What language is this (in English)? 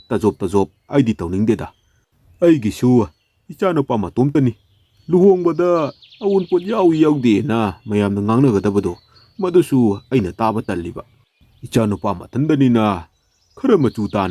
Manipuri